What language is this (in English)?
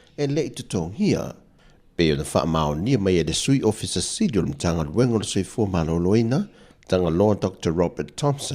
Samoan